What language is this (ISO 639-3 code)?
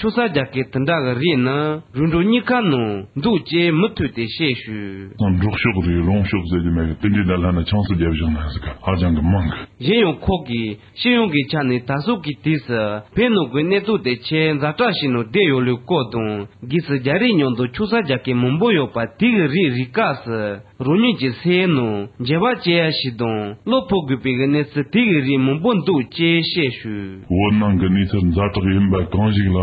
bod